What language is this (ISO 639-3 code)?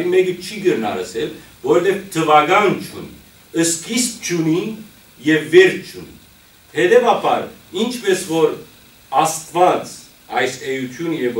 hyw